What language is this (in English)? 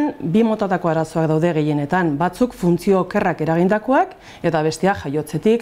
Basque